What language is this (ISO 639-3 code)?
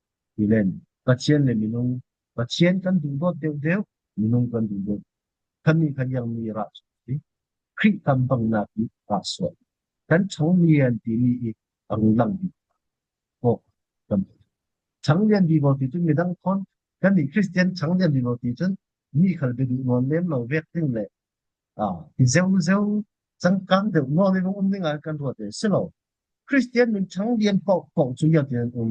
cfm